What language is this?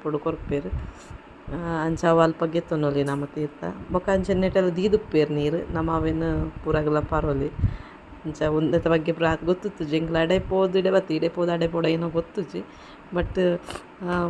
Tulu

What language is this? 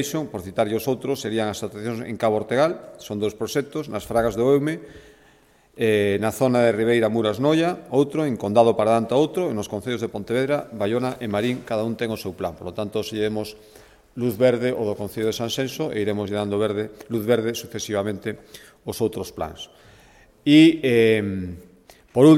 Galician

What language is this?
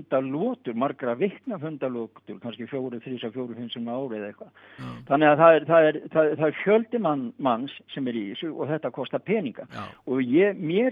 Icelandic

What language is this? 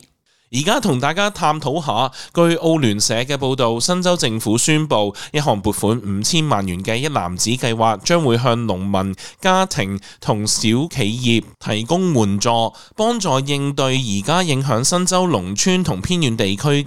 Cantonese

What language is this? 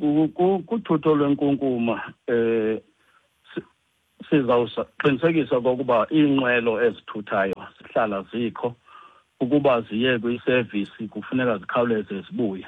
Xhosa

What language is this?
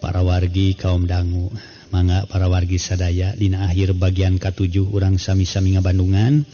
Sundanese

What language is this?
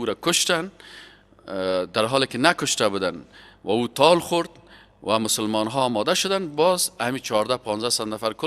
Persian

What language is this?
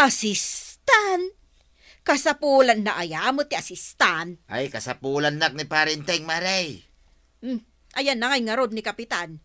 Iloko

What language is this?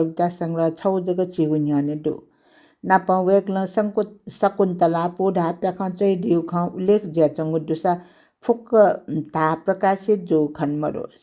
Newari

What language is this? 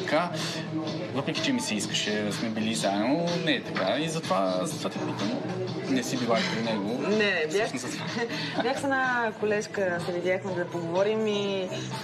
Bulgarian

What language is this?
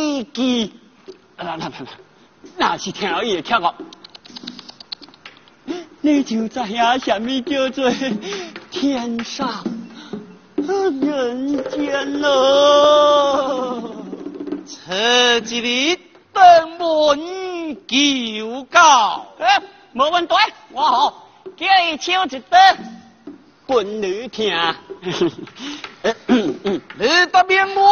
Chinese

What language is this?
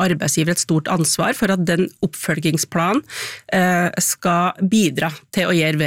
Norwegian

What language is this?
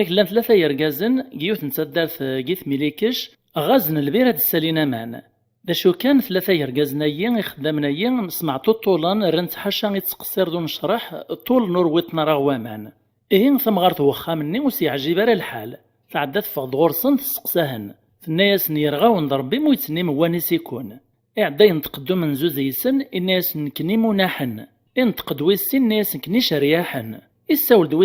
Kabyle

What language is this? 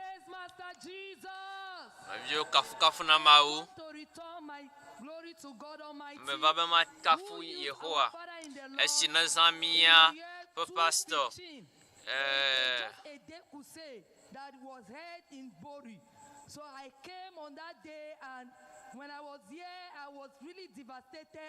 Ewe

